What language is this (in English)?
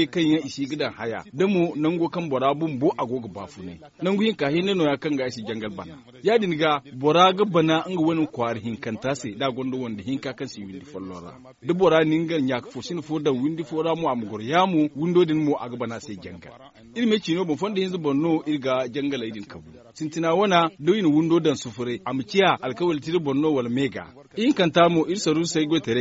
Zarma